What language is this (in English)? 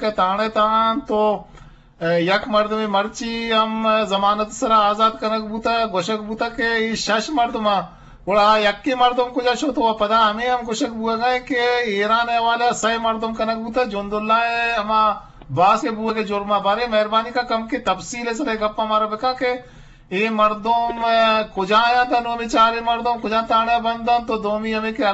Eastern Balochi